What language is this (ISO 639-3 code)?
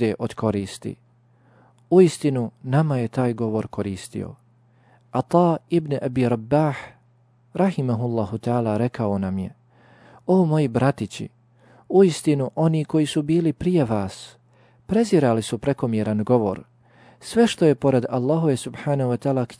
bos